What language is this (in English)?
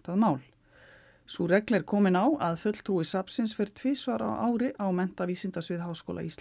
Icelandic